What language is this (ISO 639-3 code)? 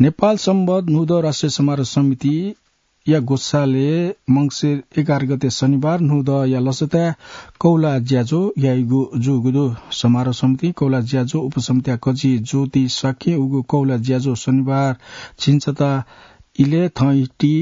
new